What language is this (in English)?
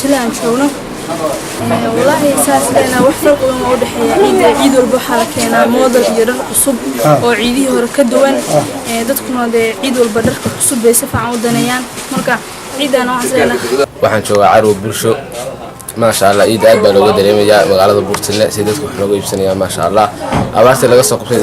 Somali